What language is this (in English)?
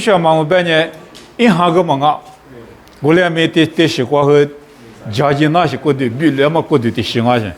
Lisu